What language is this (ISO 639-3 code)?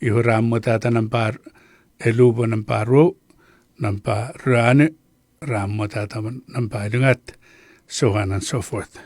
chk